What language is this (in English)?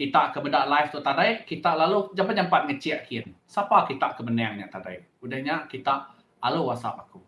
Iban